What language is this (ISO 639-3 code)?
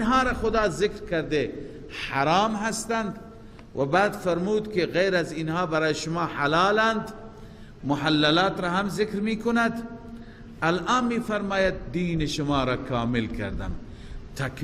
fas